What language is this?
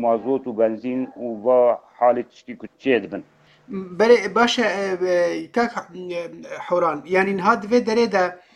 Kurdish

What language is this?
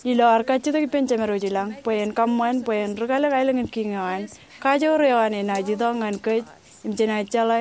Marshallese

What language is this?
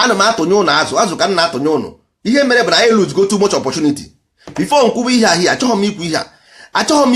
Igbo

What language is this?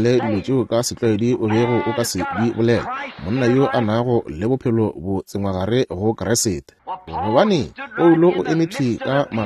Northern Sotho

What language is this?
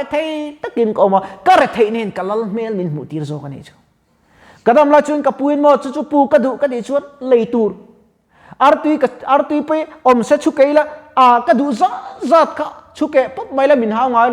Mizo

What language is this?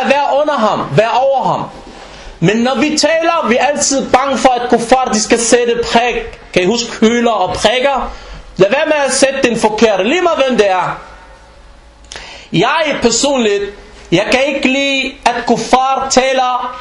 Danish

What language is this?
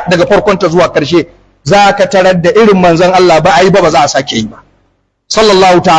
Hausa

